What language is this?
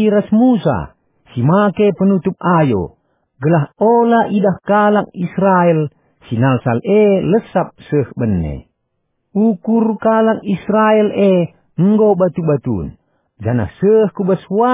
Batak Karo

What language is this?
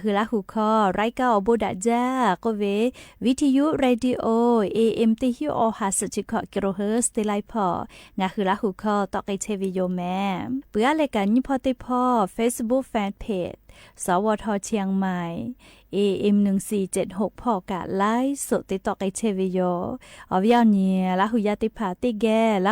Lahu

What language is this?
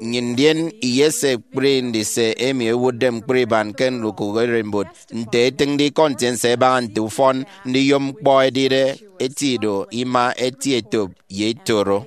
Efik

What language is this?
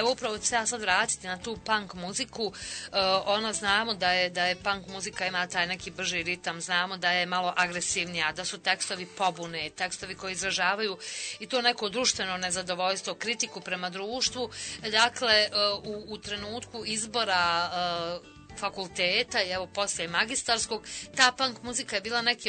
Bosnian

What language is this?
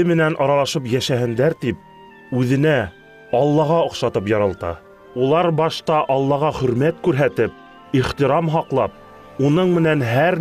Bashkir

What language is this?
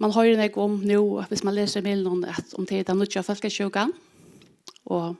Faroese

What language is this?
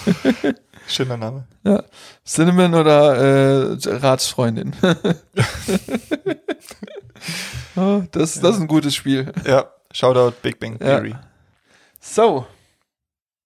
German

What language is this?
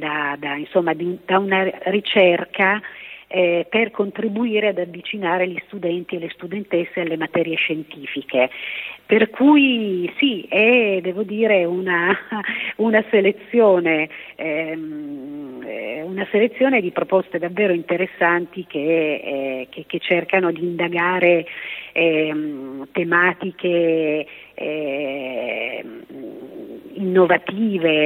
Italian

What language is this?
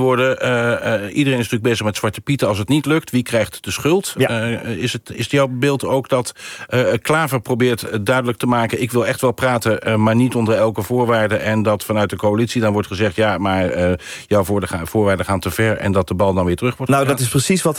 Dutch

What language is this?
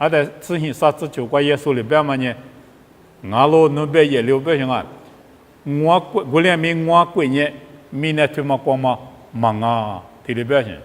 Lisu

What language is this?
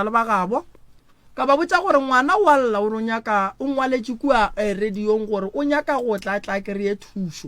Northern Sotho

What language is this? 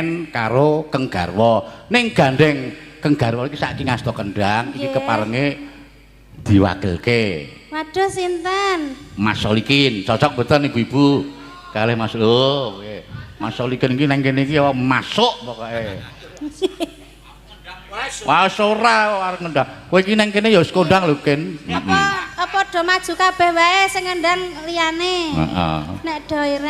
Javanese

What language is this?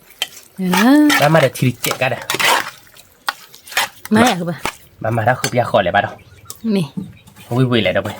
S'gaw Karen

